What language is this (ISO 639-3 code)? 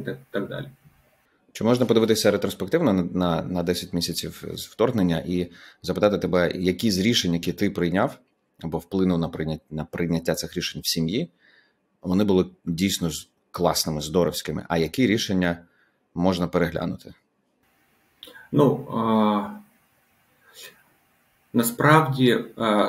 ukr